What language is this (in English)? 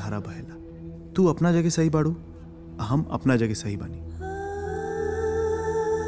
Bhojpuri